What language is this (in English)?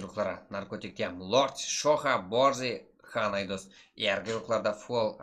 Kara-Kalpak